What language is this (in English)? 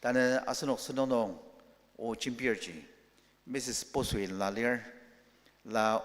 Ao Naga